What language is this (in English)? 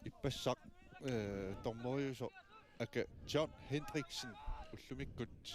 Kalaallisut